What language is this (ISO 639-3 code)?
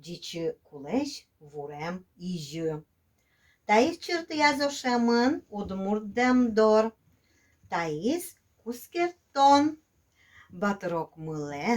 udm